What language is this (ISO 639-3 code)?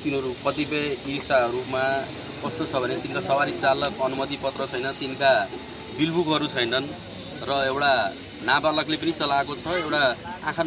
nep